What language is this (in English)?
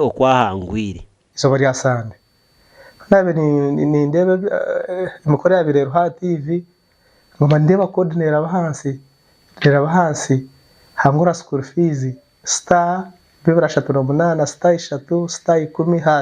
Nyankole